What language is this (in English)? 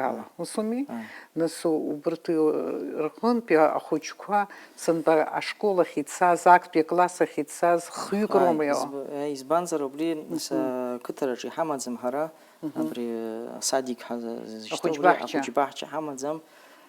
Abkhazian